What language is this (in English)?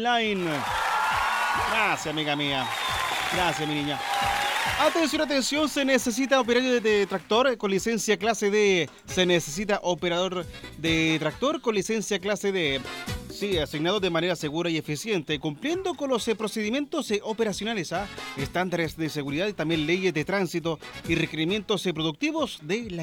Spanish